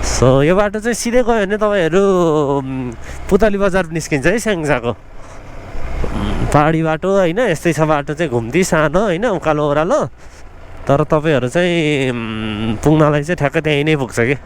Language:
Nepali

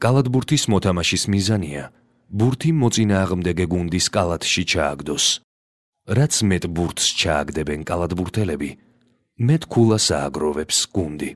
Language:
Georgian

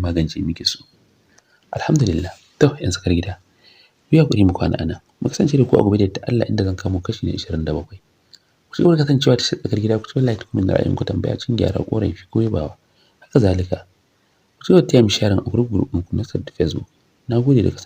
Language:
Hausa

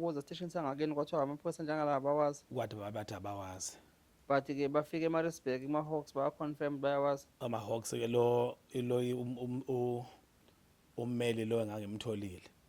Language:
Zulu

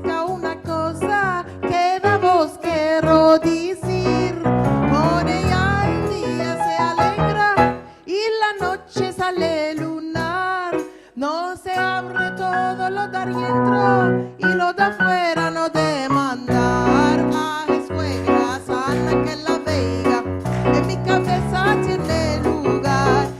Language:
Ladino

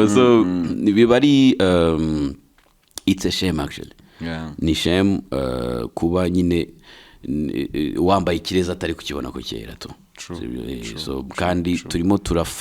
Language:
Kinyarwanda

